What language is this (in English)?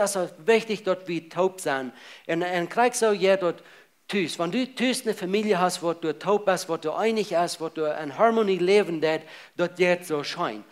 Plautdietsch